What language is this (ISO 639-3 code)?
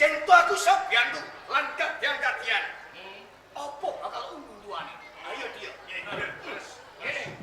jav